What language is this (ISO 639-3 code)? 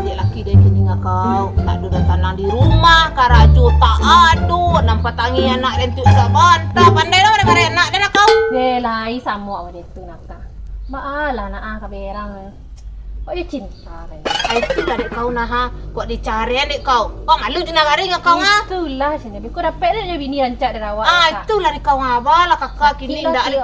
min